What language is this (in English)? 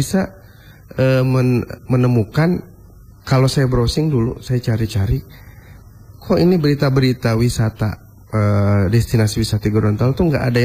Indonesian